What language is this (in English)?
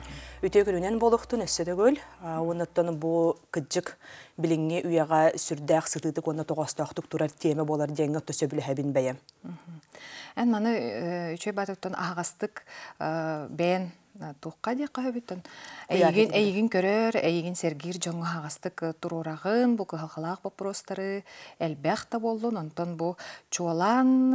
Yakut